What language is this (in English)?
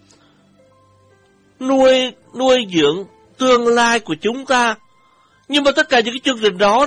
Vietnamese